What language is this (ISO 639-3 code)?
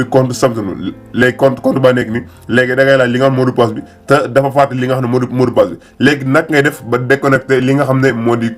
wol